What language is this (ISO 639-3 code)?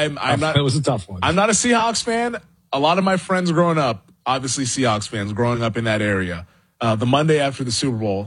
eng